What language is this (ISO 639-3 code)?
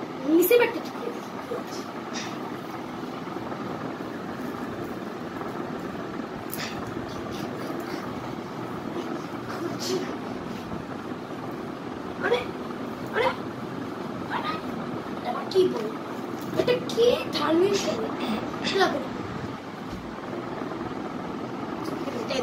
ben